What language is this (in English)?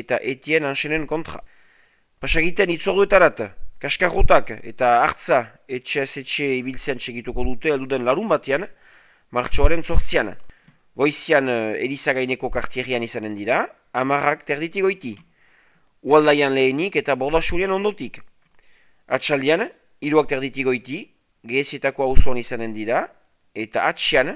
Basque